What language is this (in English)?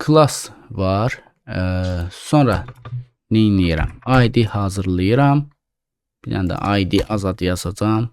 Azerbaijani